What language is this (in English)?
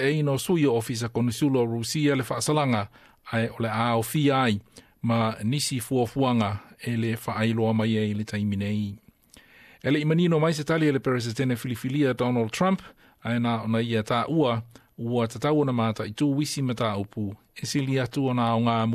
Samoan